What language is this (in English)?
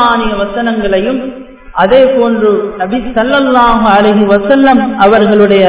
Tamil